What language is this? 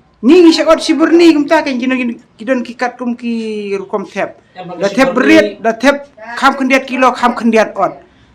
Khasi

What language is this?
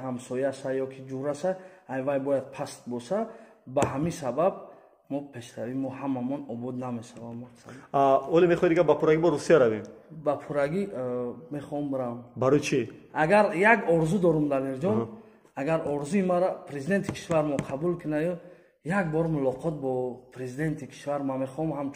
Tajik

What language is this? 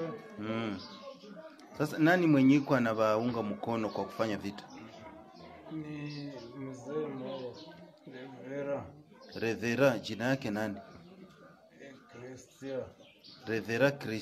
Swahili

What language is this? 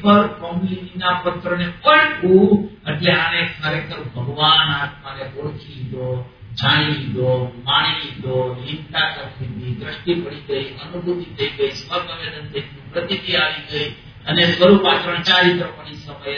Gujarati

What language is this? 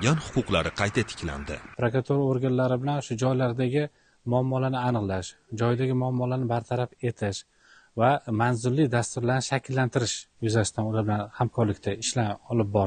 Uzbek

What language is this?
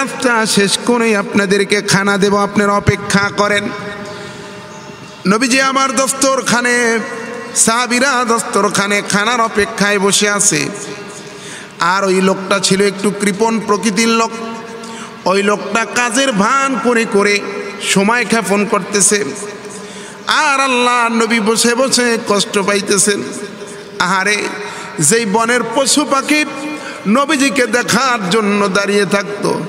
Bangla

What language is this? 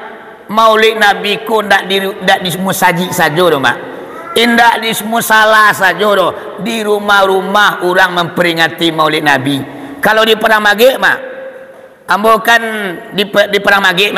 Minangkabau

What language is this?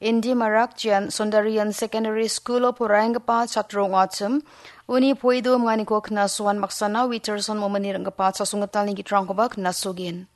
Garo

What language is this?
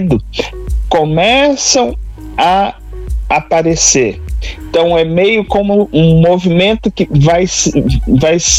Portuguese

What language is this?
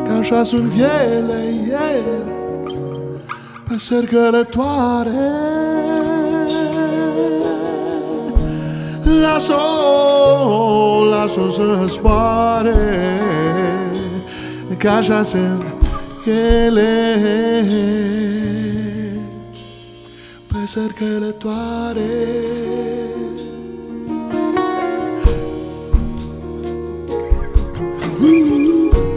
Romanian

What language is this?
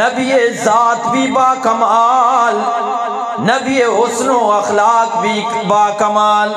Eastern Balochi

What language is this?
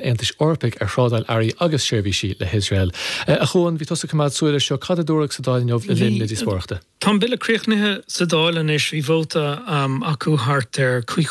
Irish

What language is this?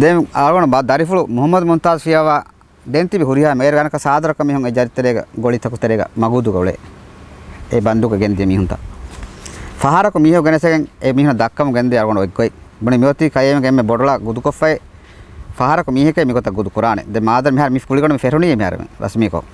Divehi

